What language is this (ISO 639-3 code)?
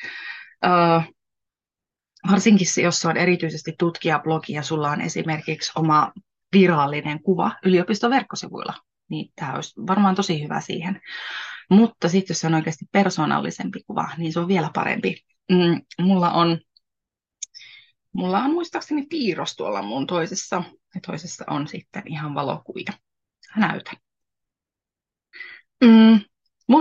fin